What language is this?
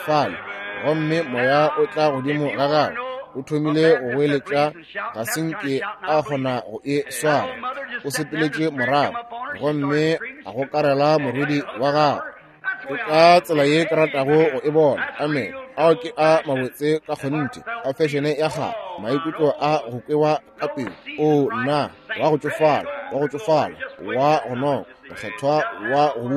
Northern Sotho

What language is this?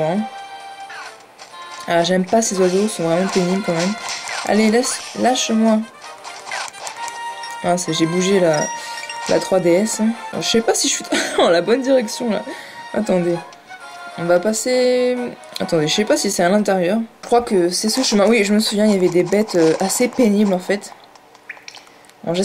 French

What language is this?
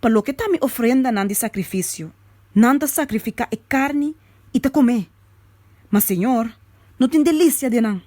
Papiamento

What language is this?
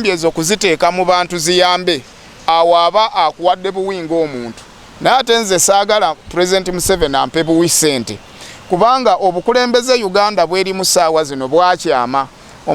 Ganda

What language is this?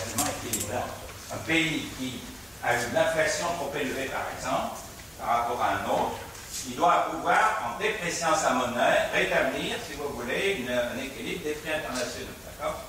French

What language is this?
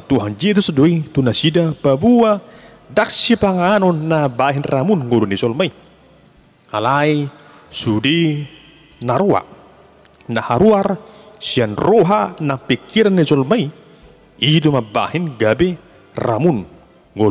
Batak Toba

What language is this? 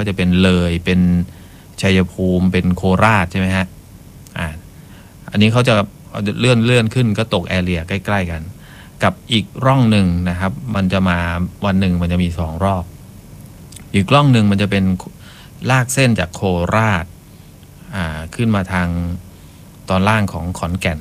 Thai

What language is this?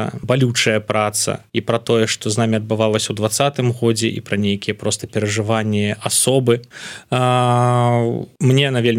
Belarusian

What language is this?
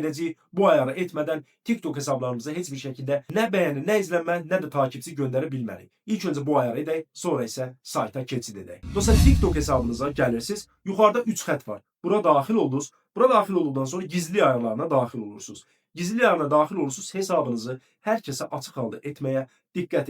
Azerbaijani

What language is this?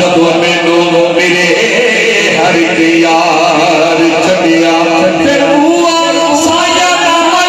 Saraiki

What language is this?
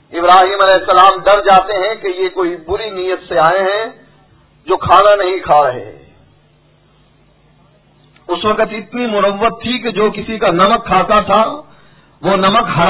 Urdu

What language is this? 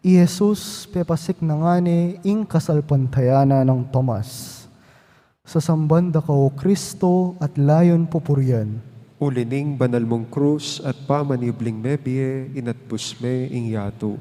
Pampanga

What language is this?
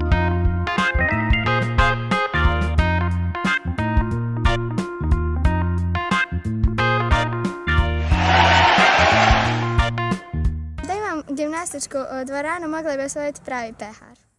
Bosnian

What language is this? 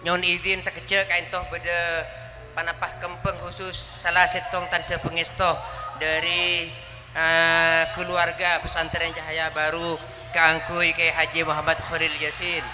Madurese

